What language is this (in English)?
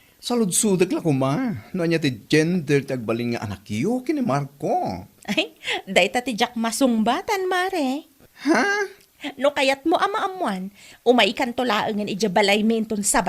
Iloko